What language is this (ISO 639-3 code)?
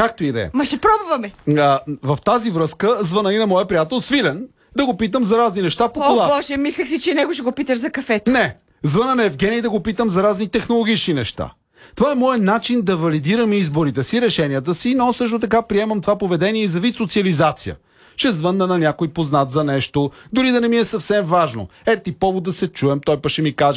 bul